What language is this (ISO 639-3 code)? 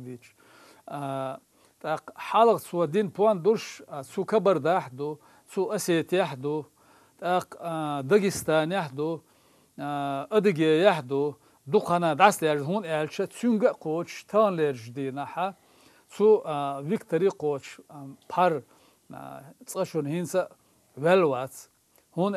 che